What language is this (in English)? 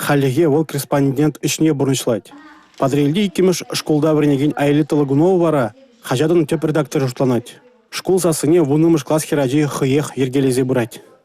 Chuvash